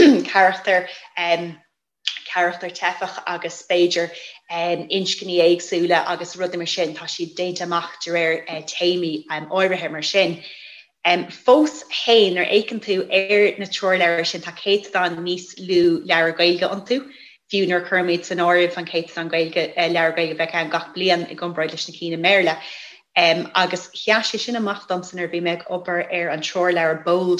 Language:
Irish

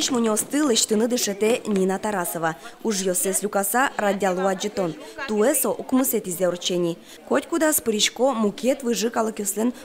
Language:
Udmurt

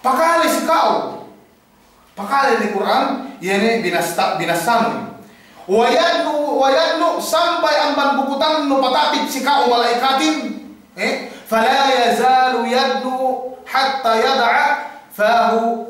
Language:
Yakan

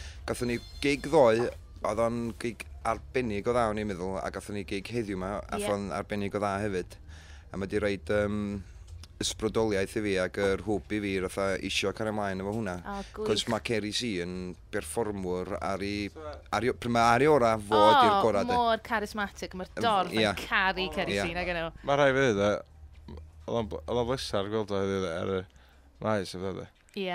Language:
Welsh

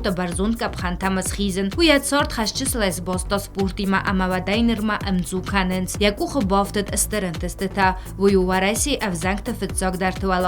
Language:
Ossetic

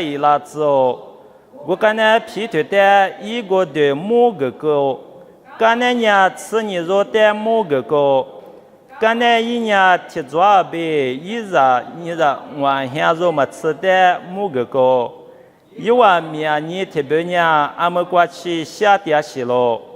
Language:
Lisu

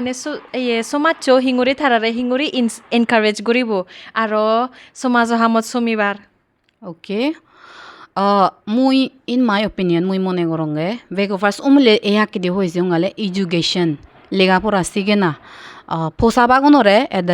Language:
Chakma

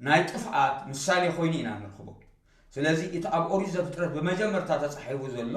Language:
Tigrinya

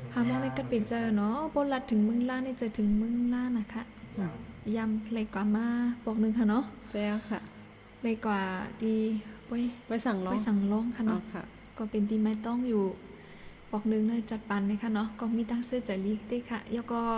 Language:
Shan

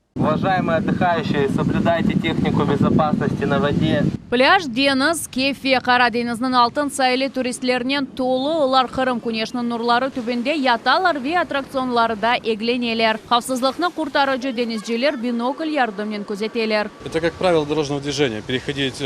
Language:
Crimean Tatar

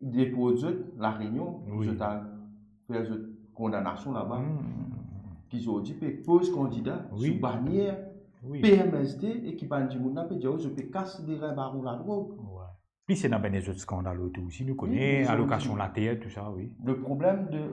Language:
Morisyen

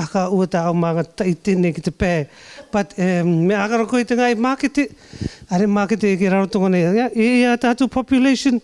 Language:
Rarotongan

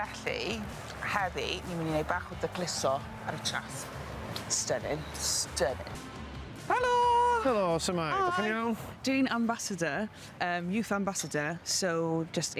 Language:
Welsh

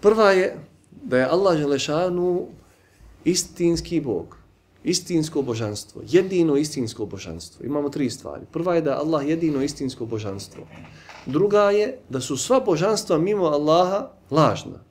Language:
Bosnian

